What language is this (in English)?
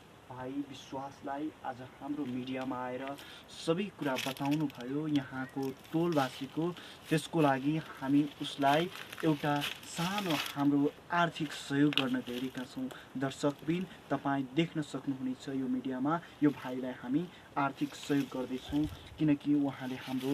Nepali